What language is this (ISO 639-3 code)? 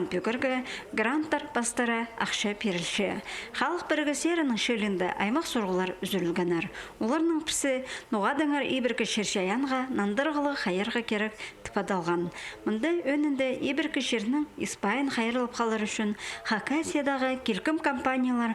kjh